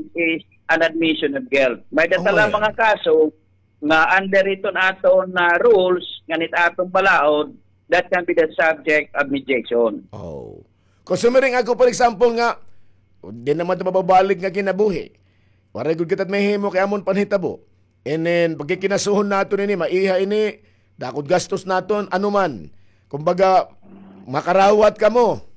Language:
Waray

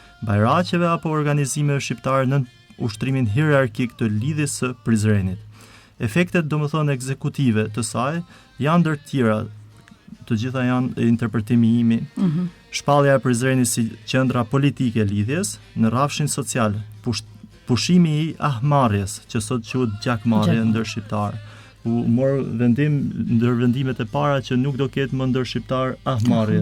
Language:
Albanian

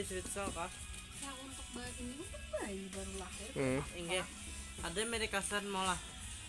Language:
Banjar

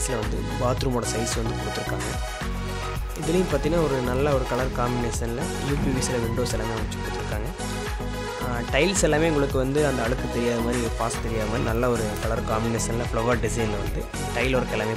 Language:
Tamil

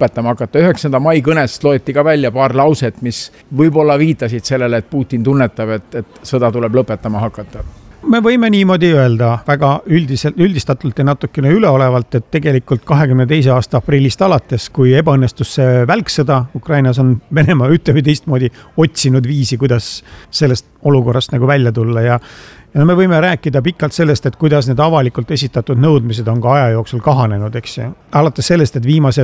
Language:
Estonian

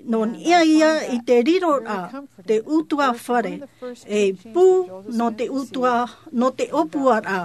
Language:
Tahitian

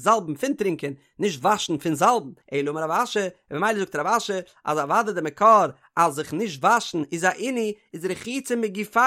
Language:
Yiddish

